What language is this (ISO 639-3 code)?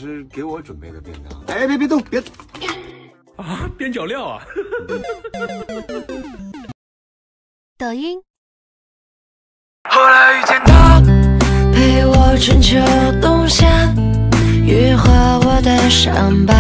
zho